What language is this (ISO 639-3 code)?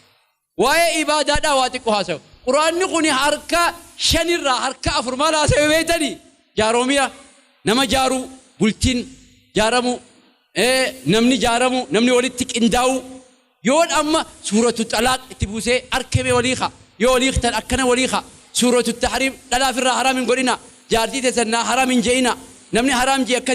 orm